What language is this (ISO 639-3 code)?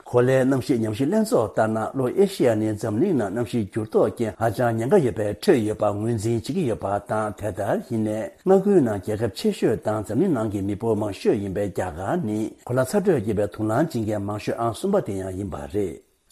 bod